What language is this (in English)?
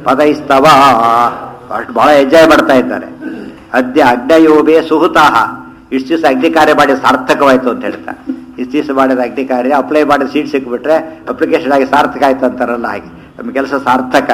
Kannada